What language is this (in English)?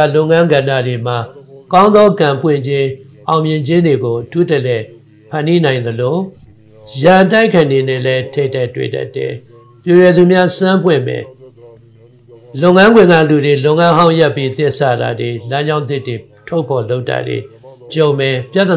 Burmese